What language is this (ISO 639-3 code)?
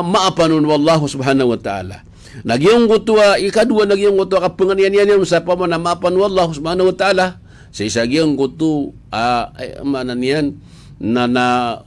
mrw